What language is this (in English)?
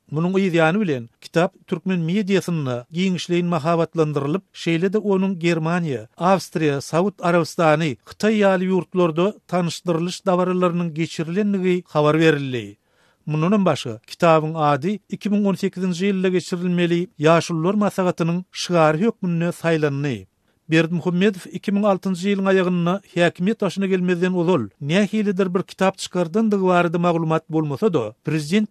Turkmen